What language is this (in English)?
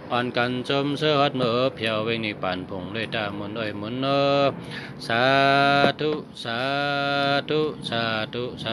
Shan